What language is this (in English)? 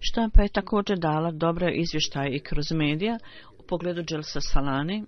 Bosnian